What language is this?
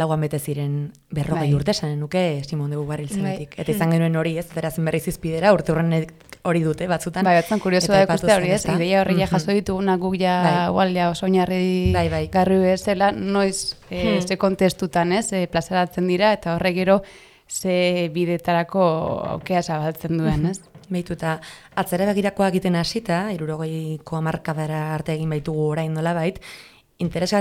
Basque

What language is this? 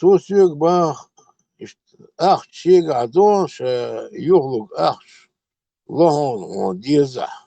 Chechen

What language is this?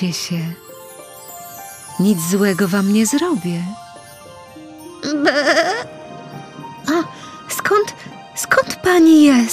Polish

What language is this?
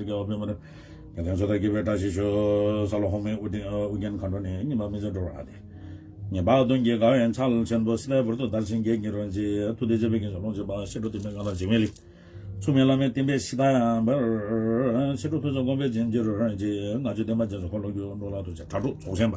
Tibetan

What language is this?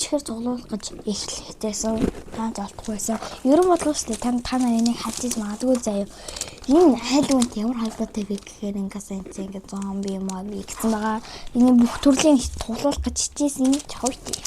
Mongolian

